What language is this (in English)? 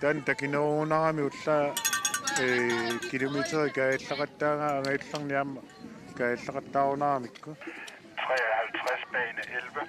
Kalaallisut